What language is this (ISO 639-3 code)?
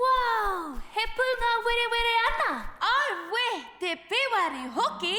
mri